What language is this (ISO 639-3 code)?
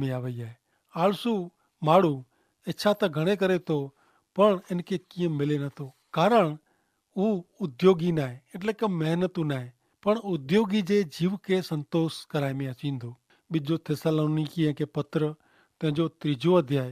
kfr